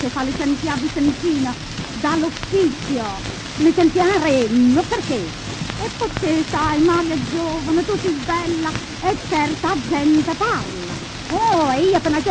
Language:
Neapolitan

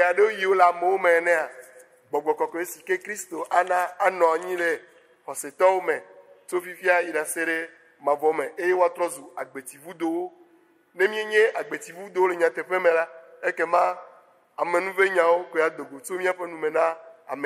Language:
Ewe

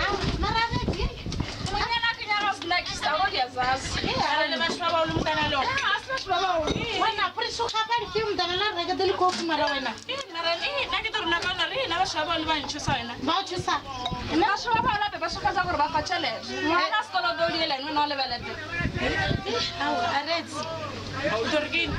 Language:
Northern Sotho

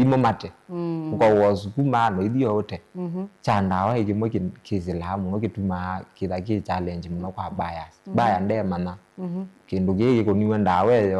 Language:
Kamba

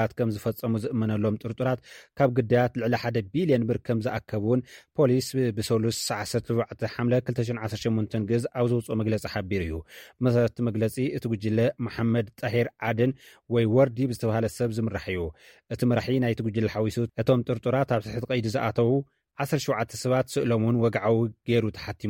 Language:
Tigrinya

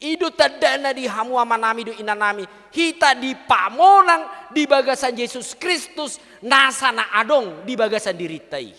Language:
Batak Toba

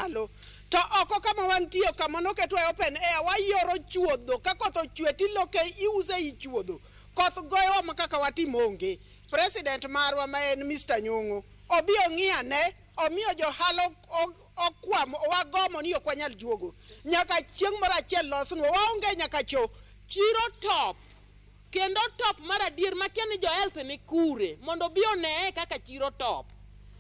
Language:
Luo (Kenya and Tanzania)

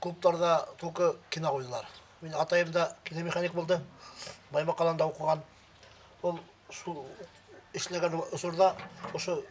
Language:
Bashkir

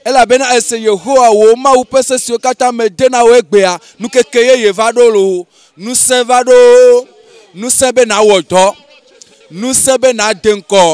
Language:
Ewe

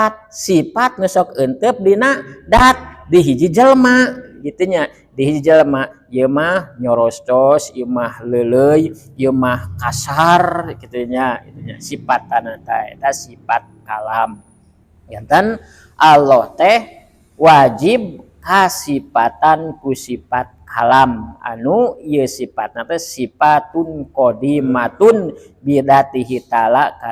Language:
Sundanese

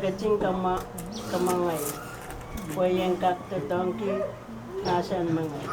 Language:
Pohnpeian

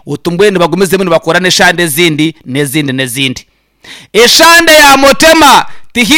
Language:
Nyankole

